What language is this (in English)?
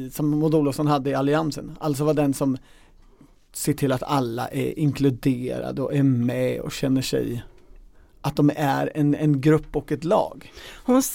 Swedish